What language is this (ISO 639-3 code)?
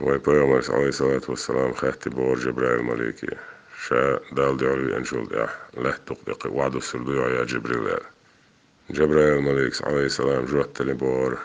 che